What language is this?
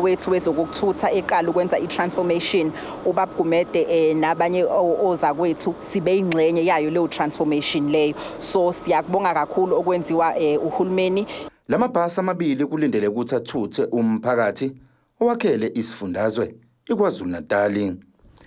Zulu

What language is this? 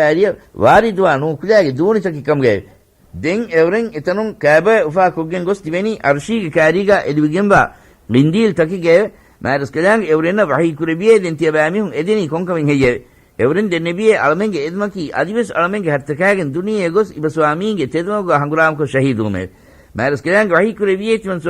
Divehi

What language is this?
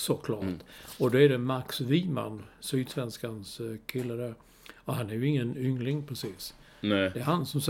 Swedish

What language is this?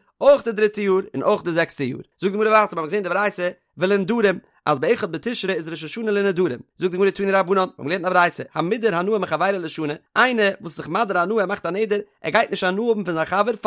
Yiddish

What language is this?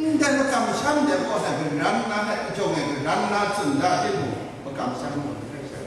Kachin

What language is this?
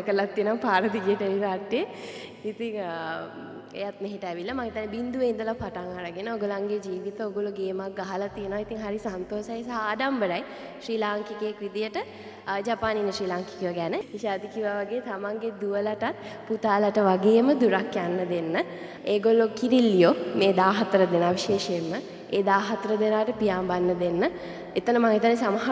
Sinhala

